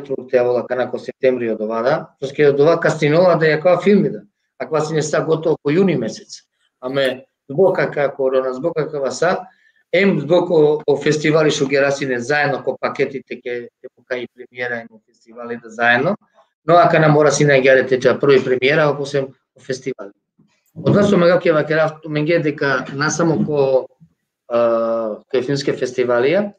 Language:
Balkan Romani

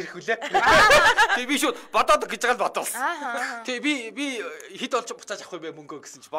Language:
Mongolian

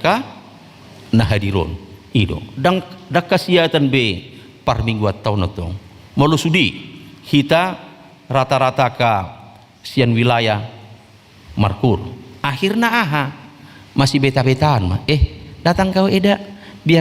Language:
Batak Toba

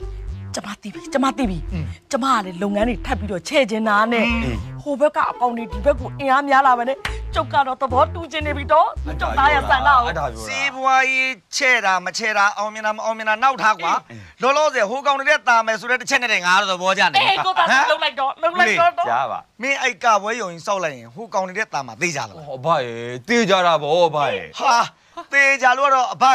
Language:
Burmese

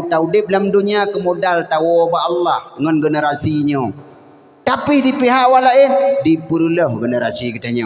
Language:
Achinese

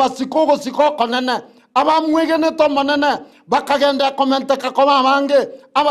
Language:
Gusii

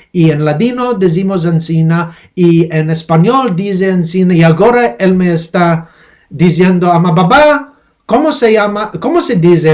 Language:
Ladino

